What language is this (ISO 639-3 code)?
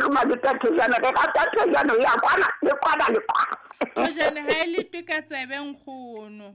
sot